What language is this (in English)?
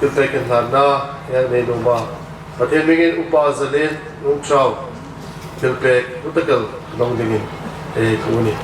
Hmar